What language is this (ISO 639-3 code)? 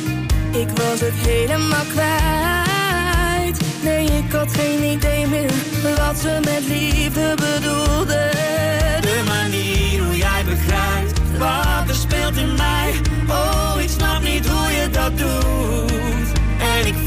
nld